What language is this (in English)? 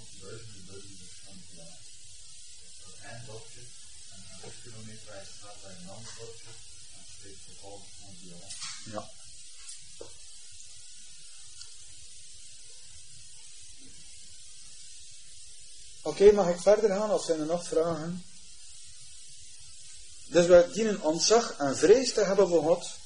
Dutch